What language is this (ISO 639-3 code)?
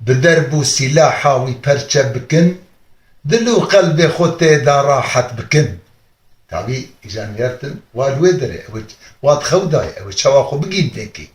kur